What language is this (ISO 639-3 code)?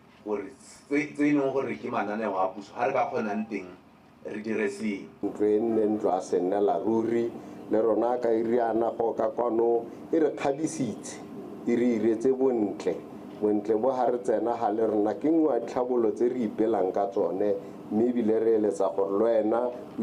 tsn